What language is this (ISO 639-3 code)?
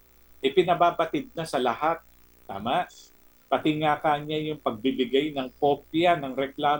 fil